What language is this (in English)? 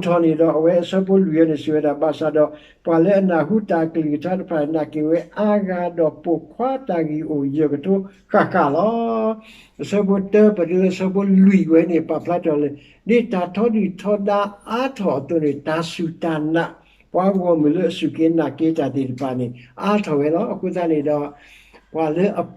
S'gaw Karen